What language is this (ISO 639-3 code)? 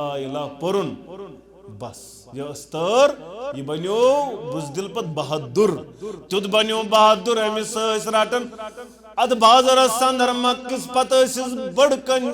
kas